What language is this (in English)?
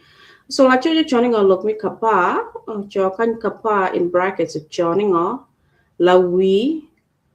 Acoli